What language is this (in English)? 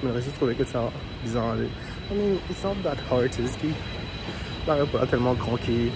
Morisyen